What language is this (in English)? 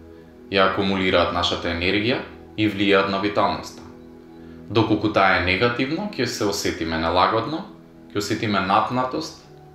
Macedonian